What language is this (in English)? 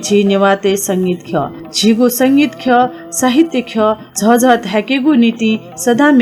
Newari